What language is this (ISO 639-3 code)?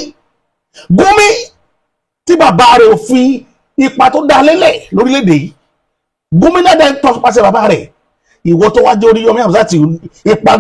yor